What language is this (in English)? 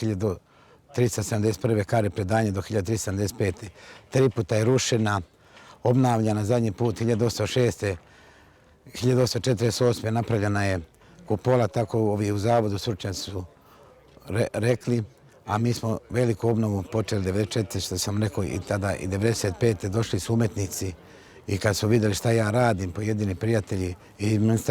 Serbian